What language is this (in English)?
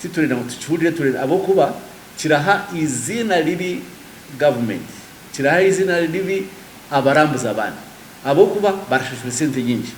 Nyankole